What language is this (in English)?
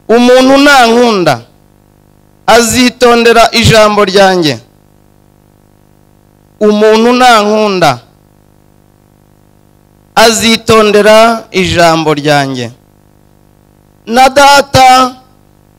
Kinyarwanda